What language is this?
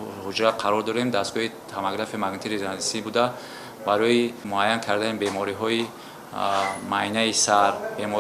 Tajik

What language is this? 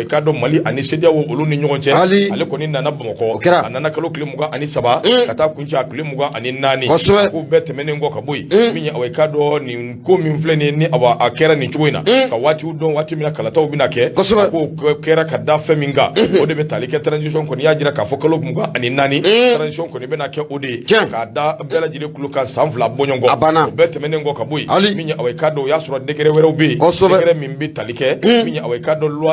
Bambara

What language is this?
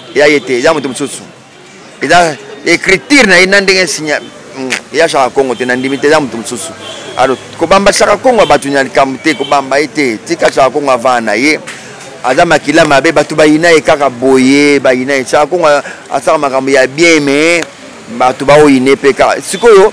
Lingala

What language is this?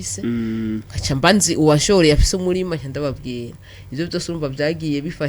Rundi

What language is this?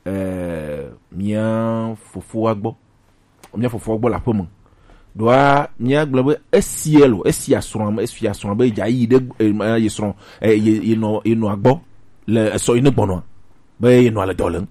Gen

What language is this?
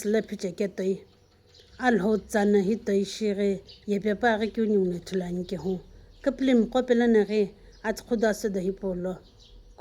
Sumi Naga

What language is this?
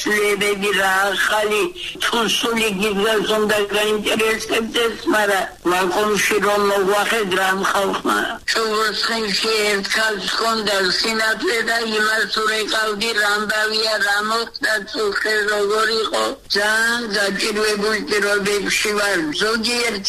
Georgian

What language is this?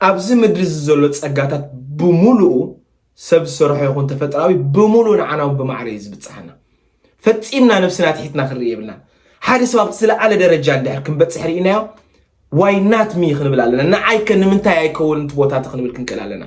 Tigrinya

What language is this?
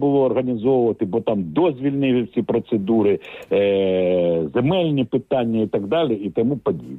Ukrainian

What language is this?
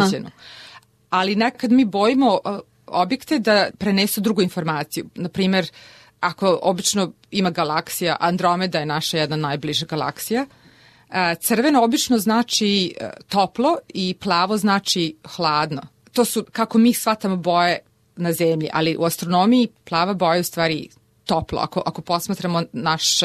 Serbian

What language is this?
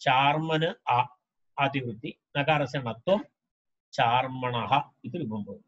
Sanskrit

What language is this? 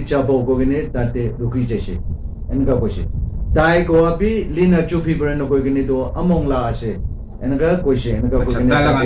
Naga Pidgin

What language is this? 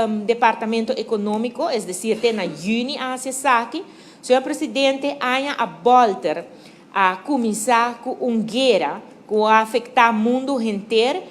Papiamento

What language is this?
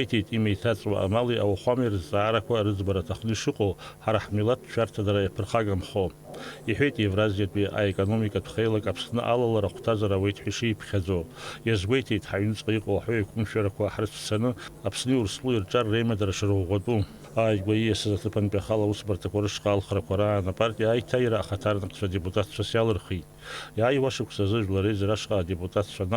Abkhazian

